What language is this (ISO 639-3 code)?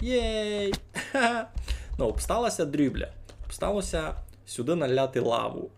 rue